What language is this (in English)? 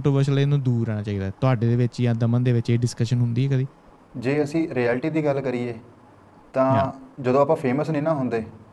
Punjabi